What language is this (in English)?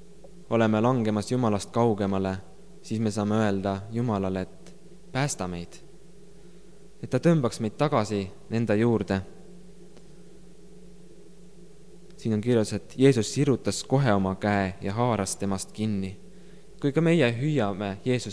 Estonian